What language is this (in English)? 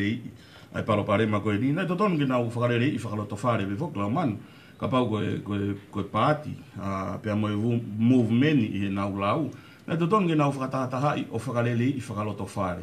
Tongan